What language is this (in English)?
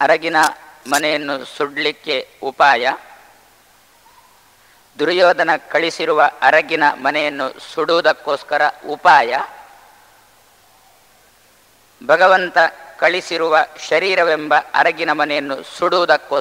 Kannada